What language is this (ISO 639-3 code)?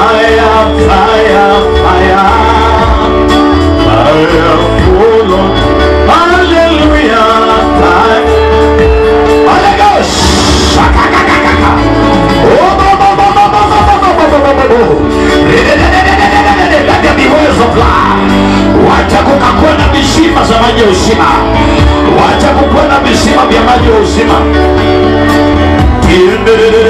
swa